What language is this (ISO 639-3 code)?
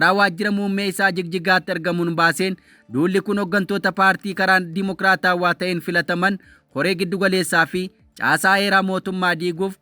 orm